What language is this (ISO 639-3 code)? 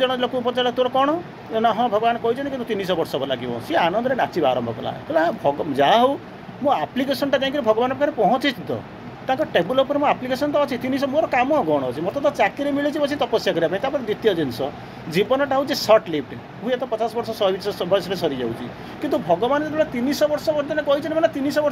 ori